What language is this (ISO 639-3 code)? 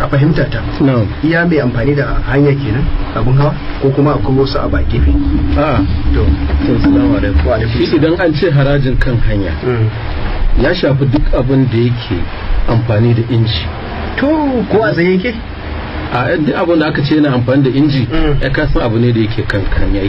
hau